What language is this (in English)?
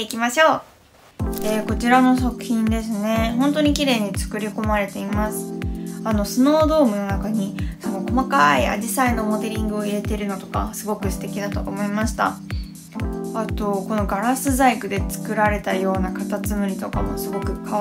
Japanese